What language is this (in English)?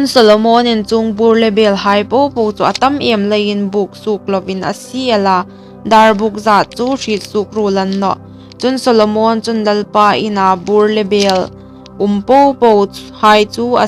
Hmar